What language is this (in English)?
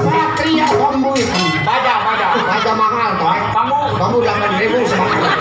Betawi